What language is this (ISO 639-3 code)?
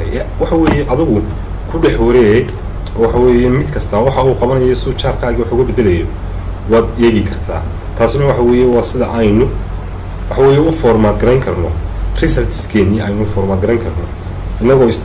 som